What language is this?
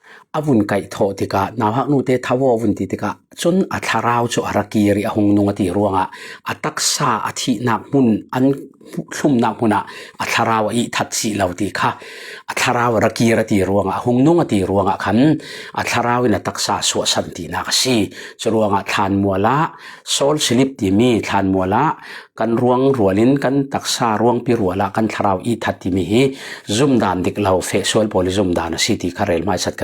Falam Chin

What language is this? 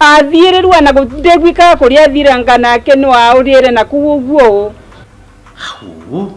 Kikuyu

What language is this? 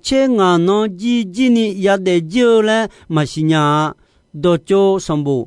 Akha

